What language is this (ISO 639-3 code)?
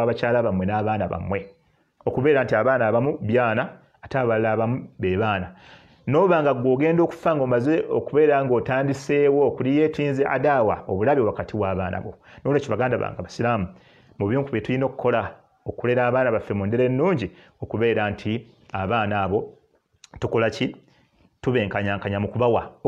lug